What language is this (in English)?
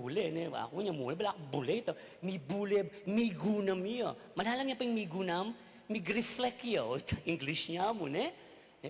Pampanga